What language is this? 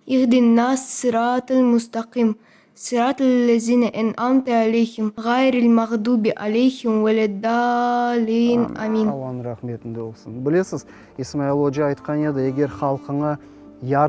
Crimean Tatar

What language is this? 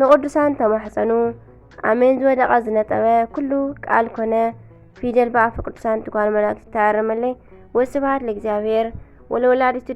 Tigrinya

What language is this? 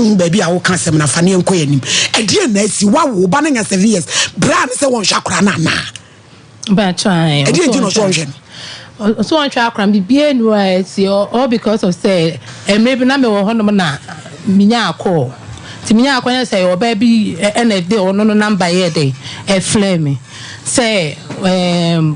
Akan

